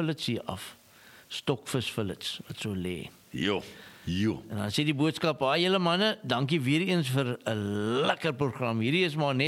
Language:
Afrikaans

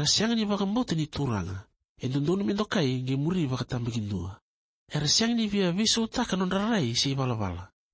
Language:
Fijian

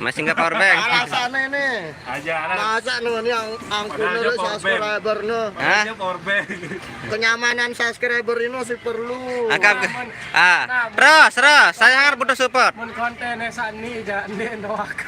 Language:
Sasak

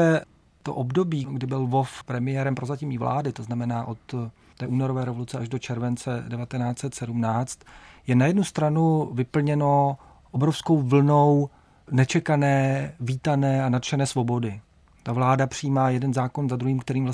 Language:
Czech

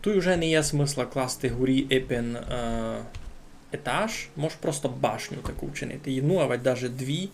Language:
Rusyn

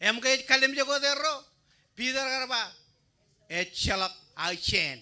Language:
Marshallese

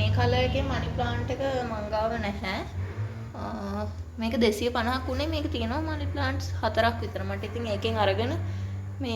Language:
Sinhala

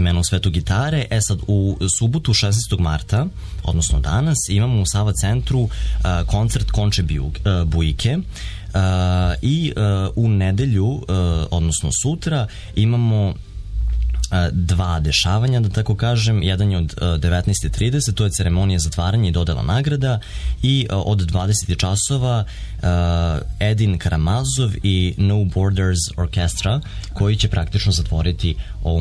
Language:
Serbian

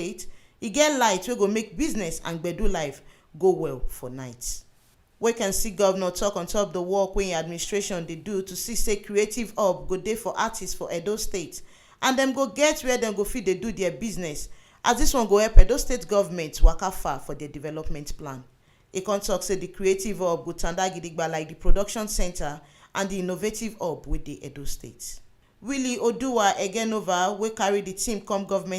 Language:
Nigerian Pidgin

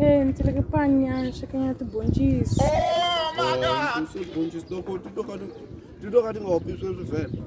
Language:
Tsonga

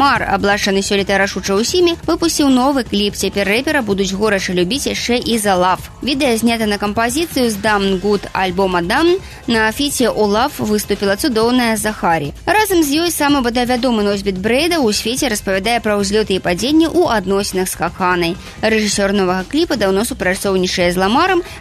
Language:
Belarusian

